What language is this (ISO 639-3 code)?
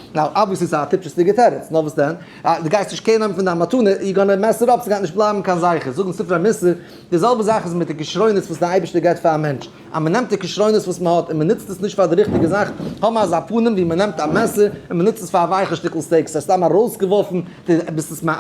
yid